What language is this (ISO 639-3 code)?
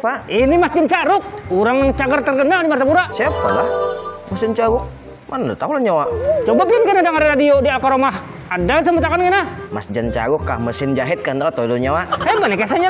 bjn